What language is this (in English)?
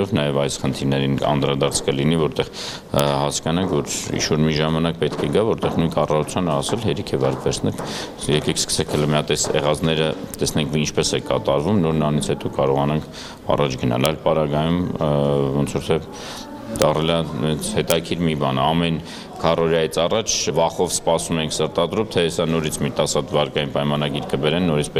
Armenian